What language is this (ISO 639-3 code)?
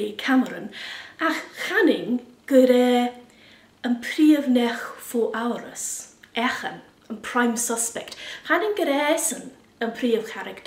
gla